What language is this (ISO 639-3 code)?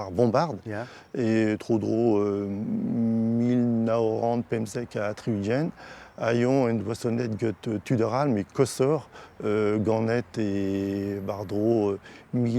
bre